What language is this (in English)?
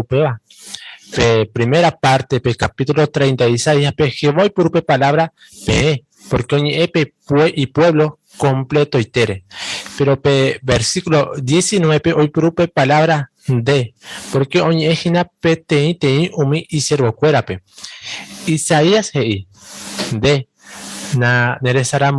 Guarani